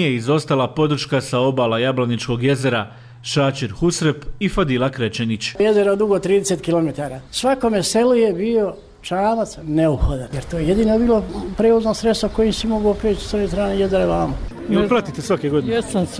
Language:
Bosnian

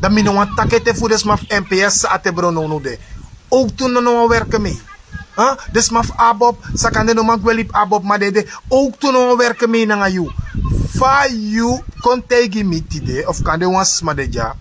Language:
Sranan Tongo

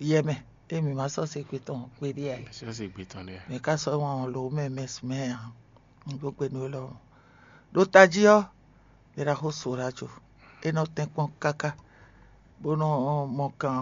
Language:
Fon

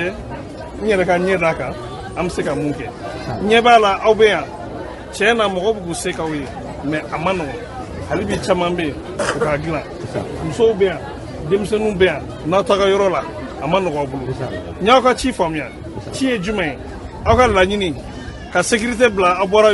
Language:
Bambara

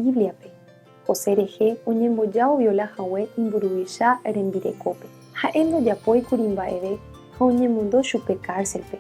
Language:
Guarani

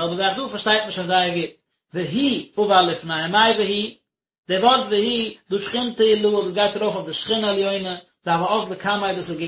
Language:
Yiddish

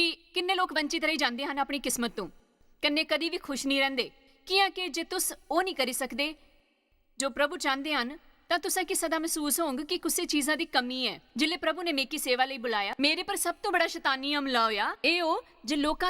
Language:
Dogri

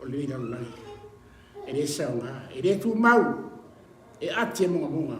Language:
Samoan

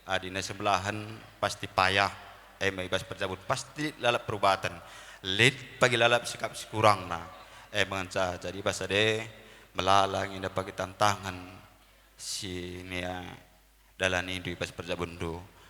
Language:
Batak Karo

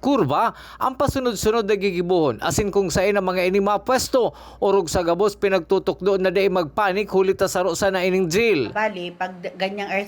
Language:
Bikol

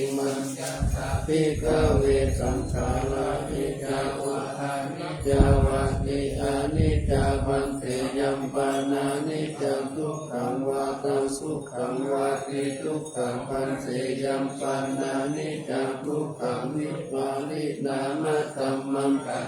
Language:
Pali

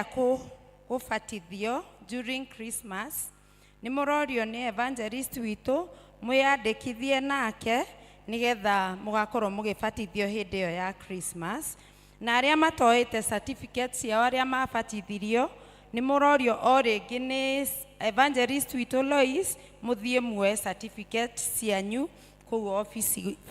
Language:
Kikuyu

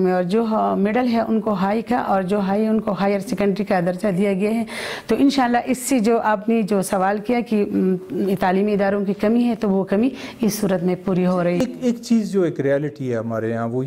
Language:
Urdu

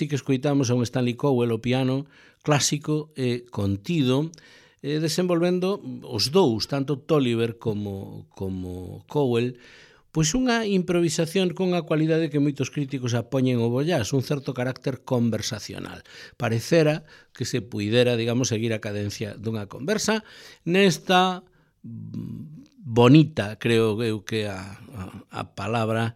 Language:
Galician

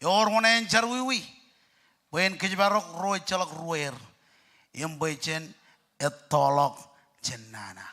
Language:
Marshallese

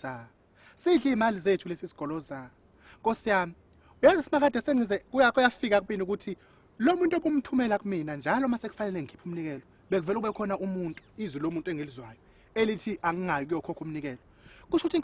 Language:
Zulu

